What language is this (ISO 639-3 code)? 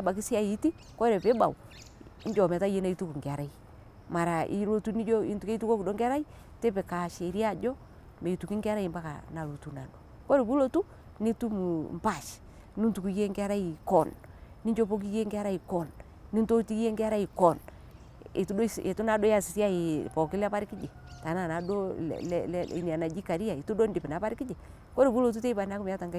mas